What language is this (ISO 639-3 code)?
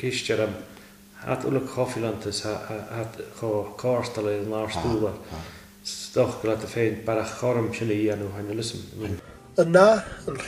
cym